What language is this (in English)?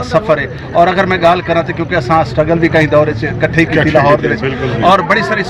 Saraiki